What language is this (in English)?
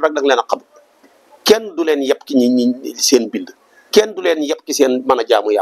Wolof